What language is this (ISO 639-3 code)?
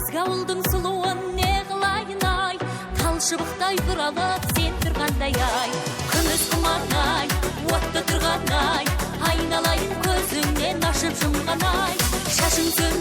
kaa